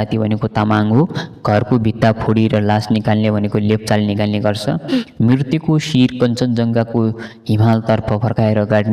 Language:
Nepali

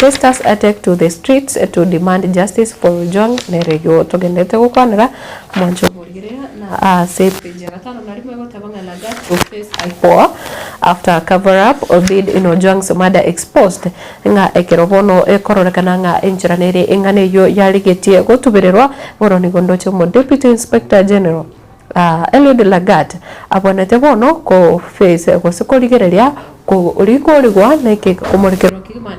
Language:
Gusii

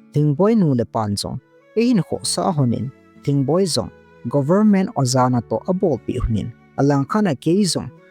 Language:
Thado Chin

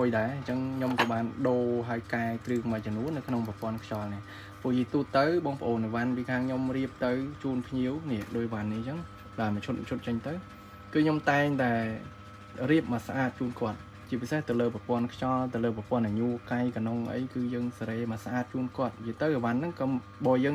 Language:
Khmer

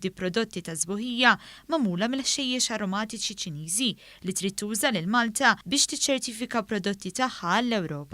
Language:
Maltese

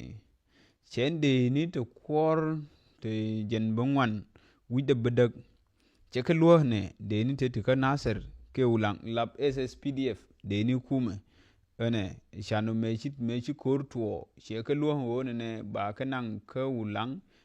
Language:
Nuer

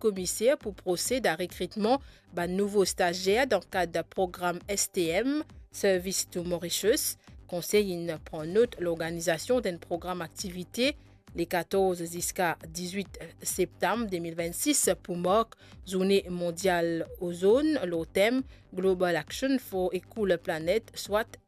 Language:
Morisyen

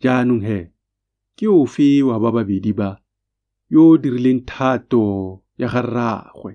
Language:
Tswana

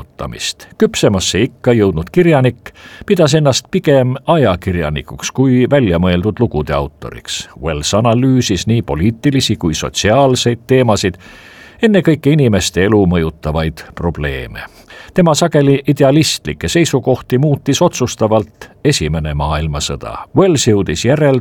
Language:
Estonian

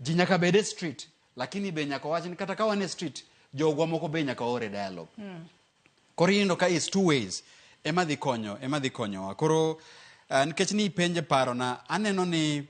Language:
Luo (Kenya and Tanzania)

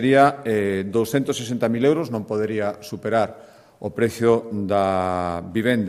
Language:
Galician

